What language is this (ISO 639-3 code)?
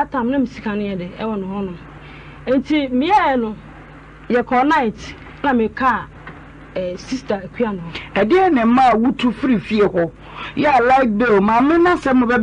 aka